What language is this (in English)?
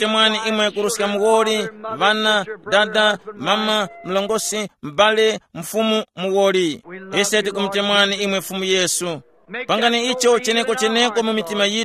Tumbuka